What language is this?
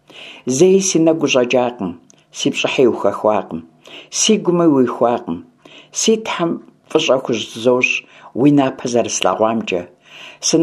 Kabardian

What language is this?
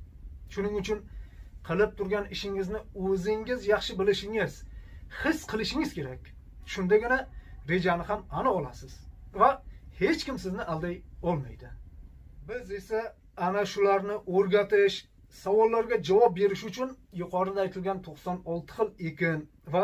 Uzbek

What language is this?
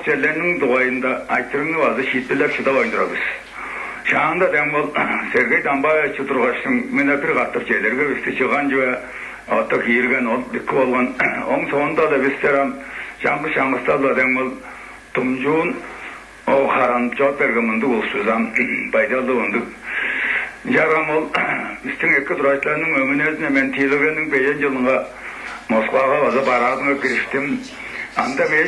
Tuvinian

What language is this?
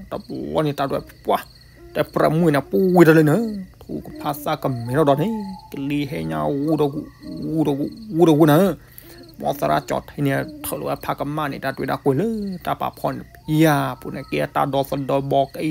S'gaw Karen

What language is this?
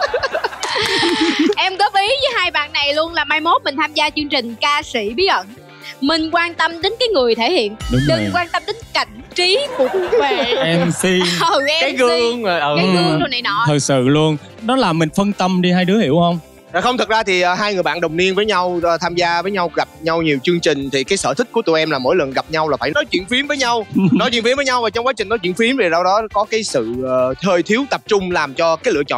Vietnamese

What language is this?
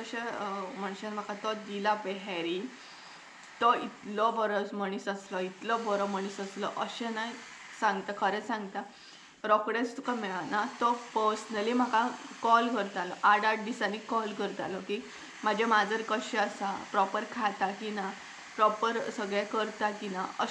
Konkani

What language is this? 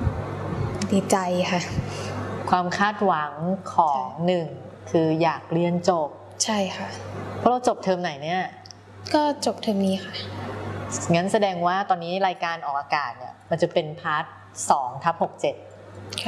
Thai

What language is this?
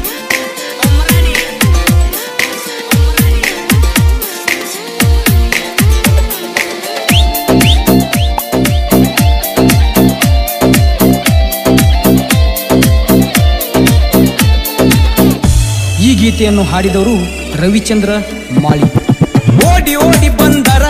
Kannada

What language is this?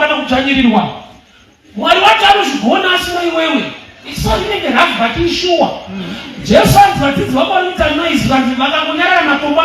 Shona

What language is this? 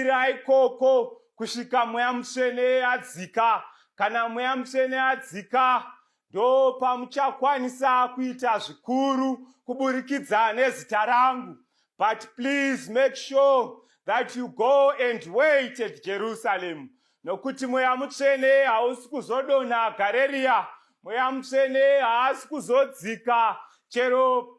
Shona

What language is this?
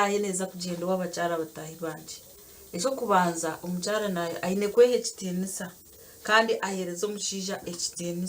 Nyankole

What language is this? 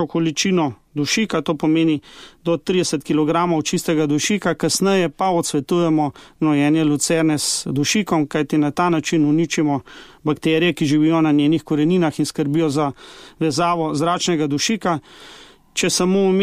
Slovenian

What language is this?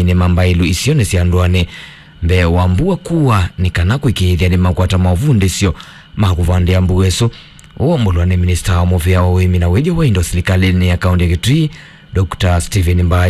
Kamba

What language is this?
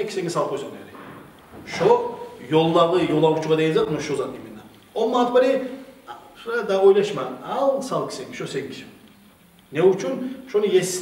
Kumyk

